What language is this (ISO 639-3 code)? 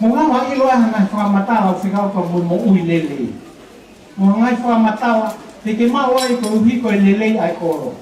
ton